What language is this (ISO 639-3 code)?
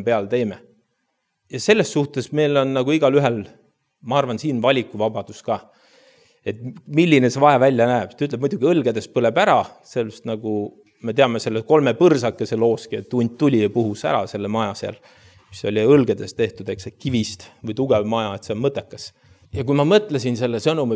est